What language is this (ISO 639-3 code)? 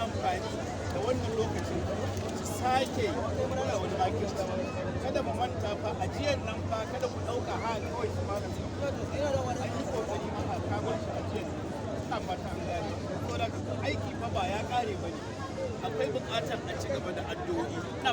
hau